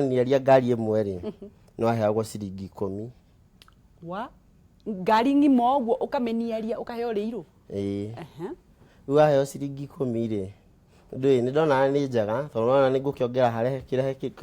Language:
Kikuyu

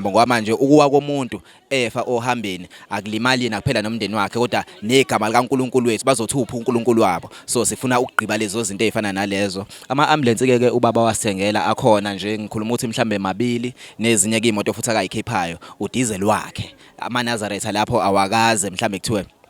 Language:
Zulu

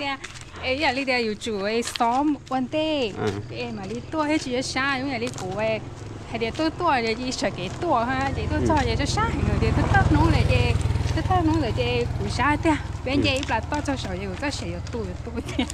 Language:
Hmong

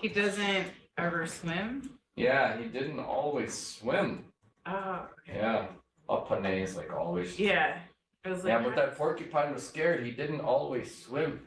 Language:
Chippewa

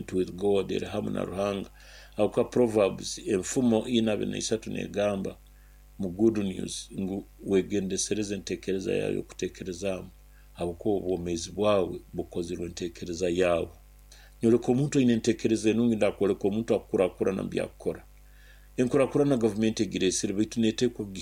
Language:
Nyoro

